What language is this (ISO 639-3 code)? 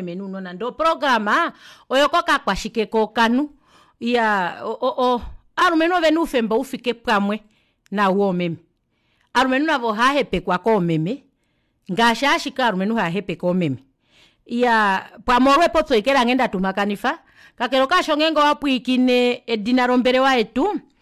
kua